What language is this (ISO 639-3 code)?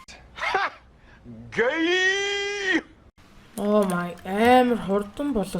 mon